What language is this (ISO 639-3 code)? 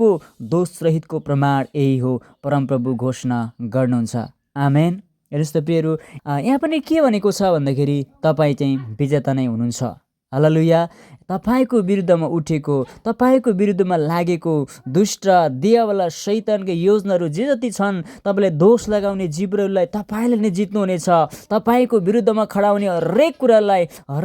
nep